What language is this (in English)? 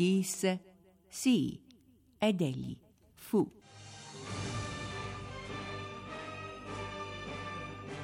Italian